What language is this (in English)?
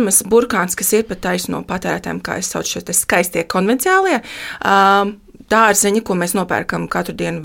Latvian